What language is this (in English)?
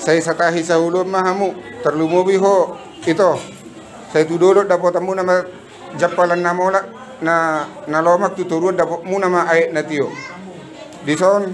Batak Toba